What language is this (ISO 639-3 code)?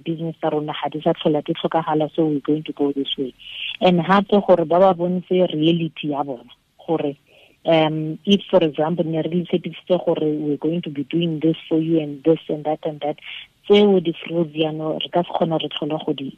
tsn